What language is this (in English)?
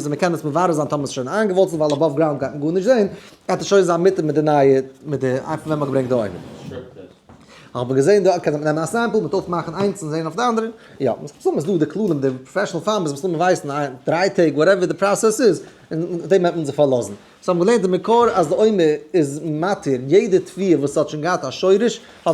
Yiddish